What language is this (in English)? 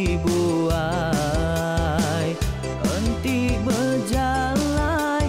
Iban